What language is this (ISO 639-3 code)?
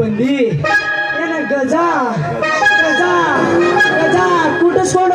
kan